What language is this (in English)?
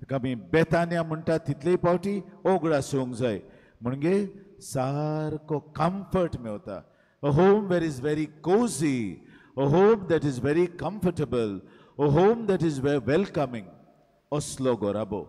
Konkani